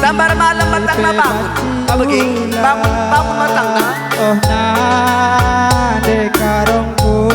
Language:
Batak Karo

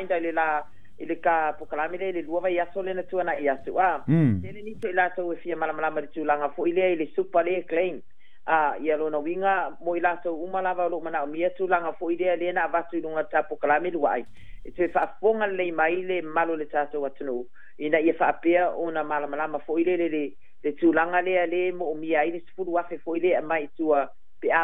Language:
Samoan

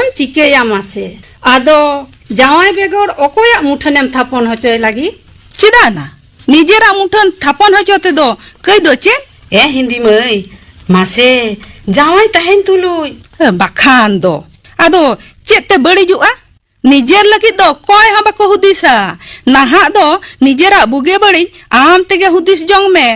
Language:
Santali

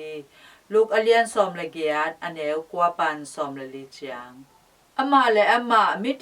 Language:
Tedim Chin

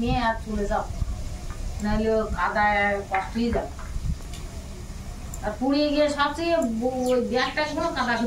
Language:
Bangla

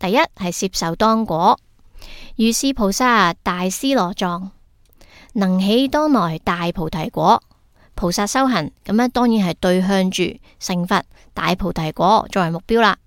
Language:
Cantonese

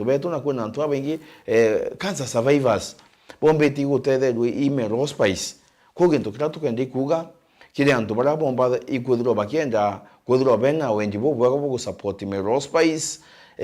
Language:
Meru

